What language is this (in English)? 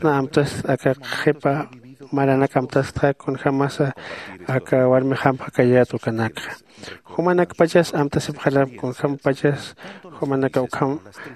Aymara